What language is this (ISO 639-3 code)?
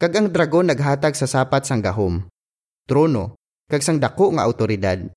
hil